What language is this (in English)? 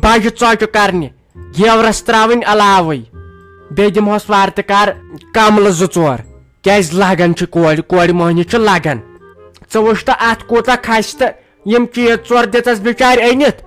Kashmiri